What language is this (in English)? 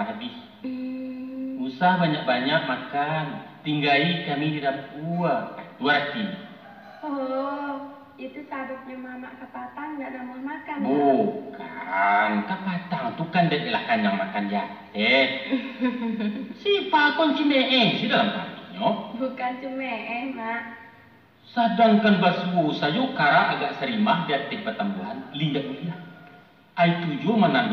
Minangkabau